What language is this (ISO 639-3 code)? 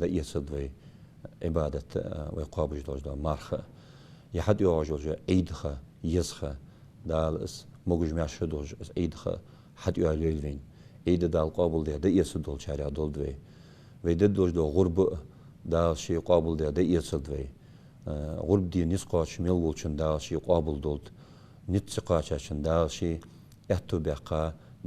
inh